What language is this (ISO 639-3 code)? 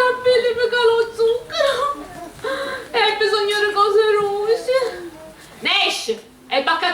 scn